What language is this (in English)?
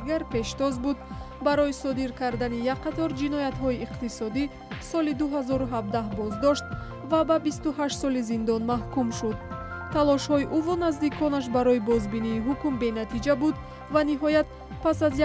Tajik